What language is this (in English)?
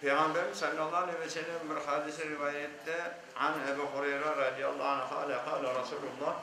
Crimean Tatar